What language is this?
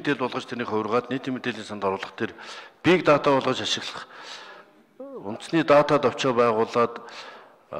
Mongolian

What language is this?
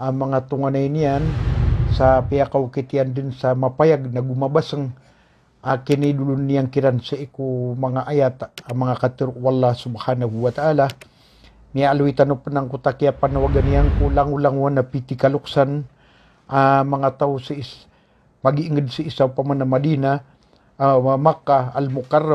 Maranao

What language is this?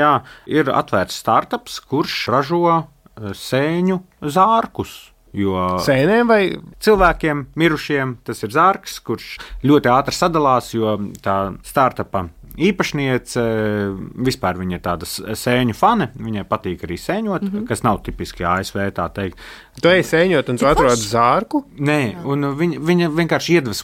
Latvian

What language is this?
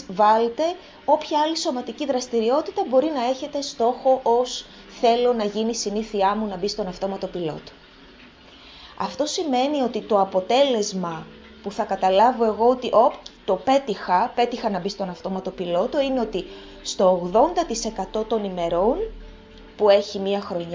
Greek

